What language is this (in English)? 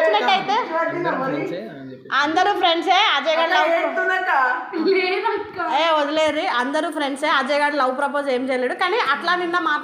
Telugu